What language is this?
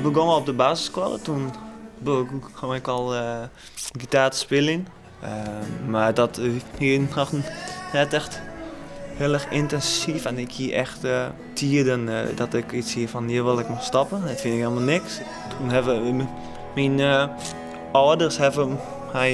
Western Frisian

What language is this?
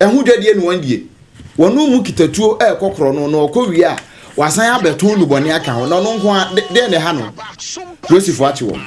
Akan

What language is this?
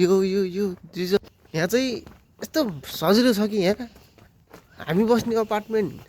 Nepali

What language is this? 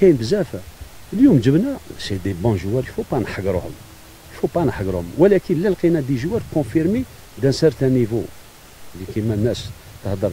Algerian Arabic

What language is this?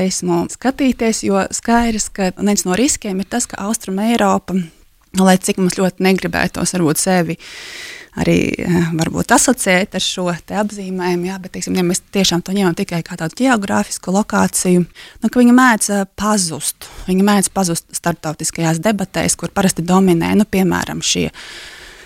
Latvian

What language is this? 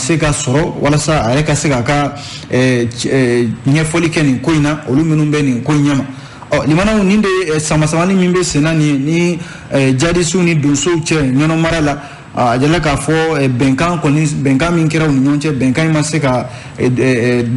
Bambara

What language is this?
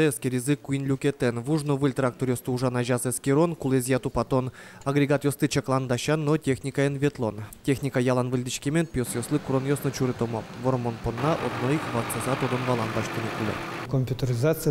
Udmurt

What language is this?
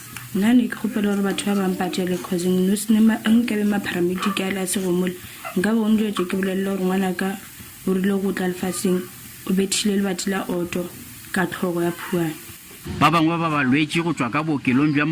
Northern Sotho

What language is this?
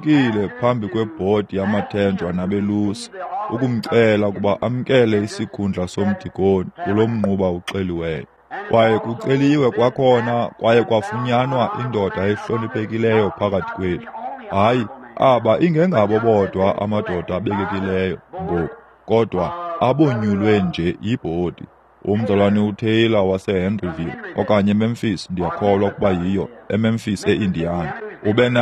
Xhosa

